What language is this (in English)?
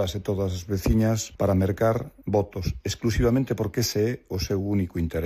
Galician